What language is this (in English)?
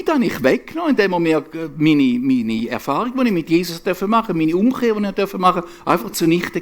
Swiss German